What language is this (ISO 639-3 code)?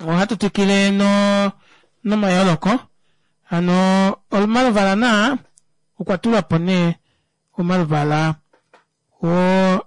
kua